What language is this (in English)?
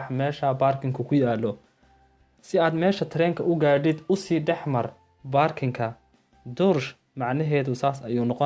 Somali